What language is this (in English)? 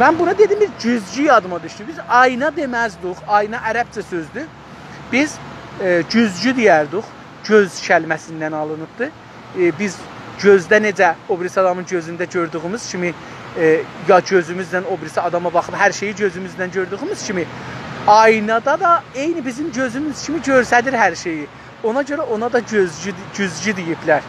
South Azerbaijani